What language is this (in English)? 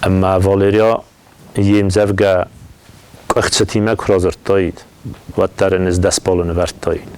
Ossetic